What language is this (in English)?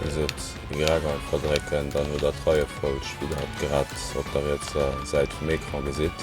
Luxembourgish